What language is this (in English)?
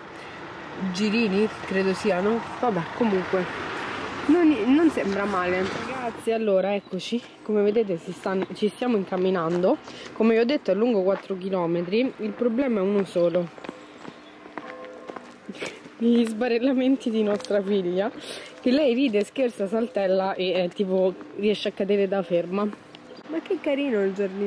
Italian